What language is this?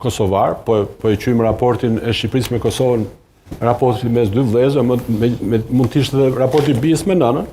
Albanian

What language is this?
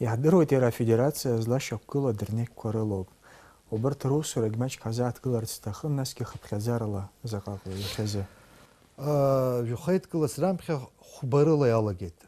Abkhazian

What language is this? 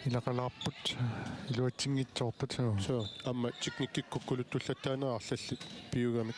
Kalaallisut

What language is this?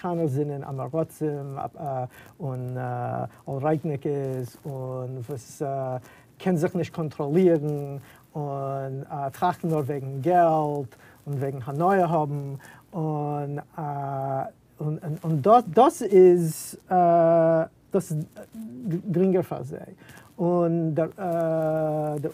Yiddish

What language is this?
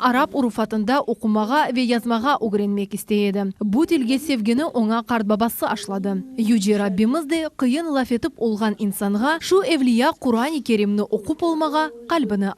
Crimean Tatar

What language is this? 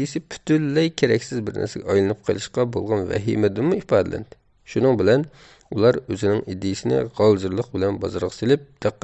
Uyghur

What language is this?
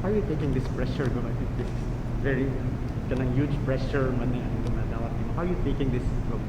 Cebuano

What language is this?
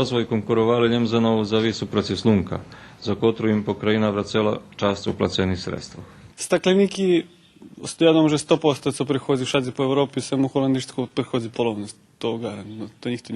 Rusyn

